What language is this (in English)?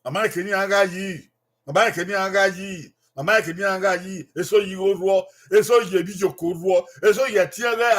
Bini